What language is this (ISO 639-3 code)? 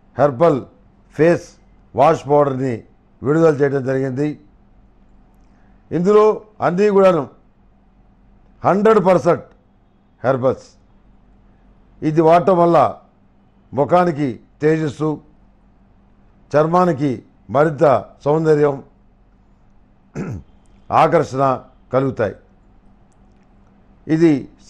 tel